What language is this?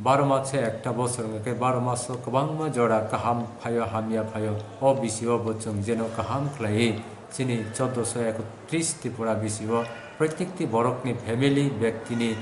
Kok Borok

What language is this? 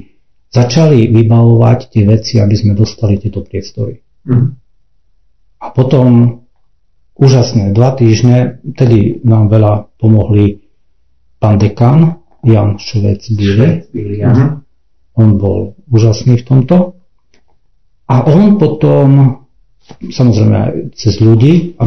Slovak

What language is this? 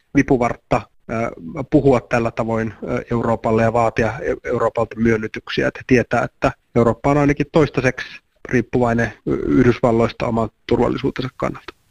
Finnish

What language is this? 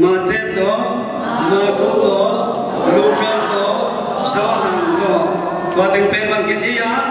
Tedim Chin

